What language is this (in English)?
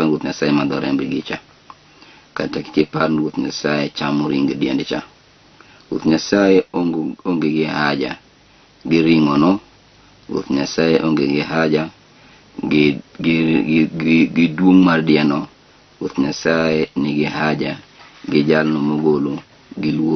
Luo (Kenya and Tanzania)